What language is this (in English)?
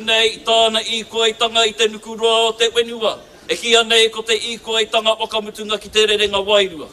Māori